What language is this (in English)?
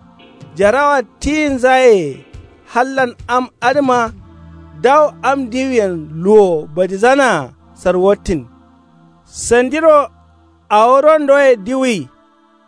Kanuri